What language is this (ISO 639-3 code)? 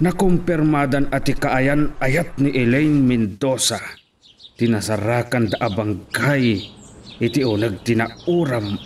ilo